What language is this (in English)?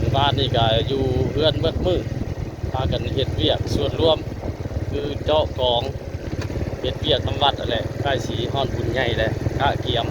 Northeastern Thai